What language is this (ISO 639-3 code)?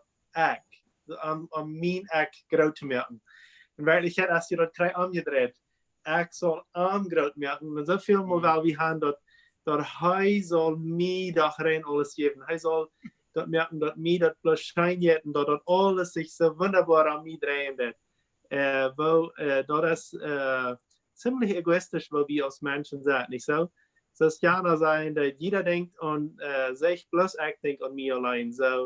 pdt